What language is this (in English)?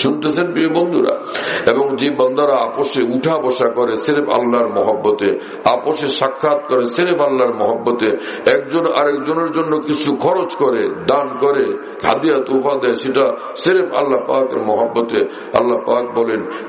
Bangla